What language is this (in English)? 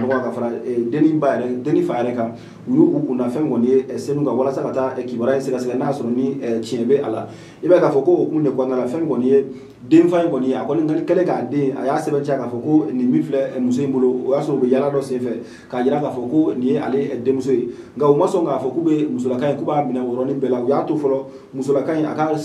Bambara